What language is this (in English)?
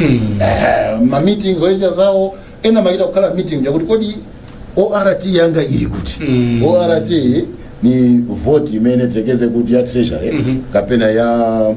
Nyanja